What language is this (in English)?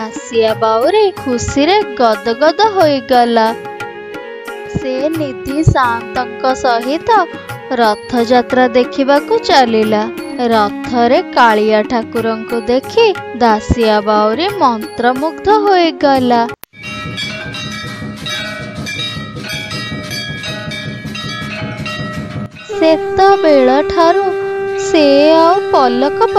Odia